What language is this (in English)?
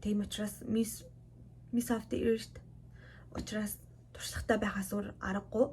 Mongolian